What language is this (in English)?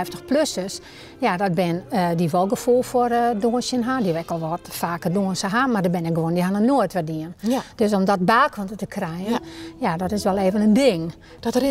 Western Frisian